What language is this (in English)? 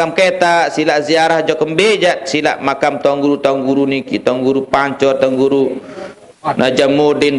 Sasak